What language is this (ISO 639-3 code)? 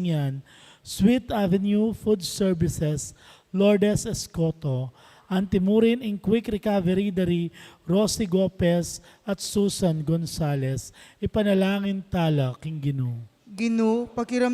pam